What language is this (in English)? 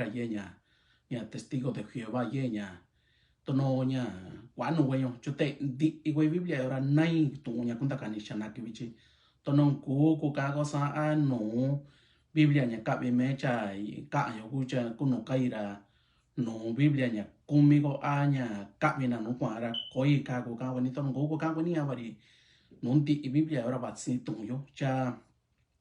Mixtepec Mixtec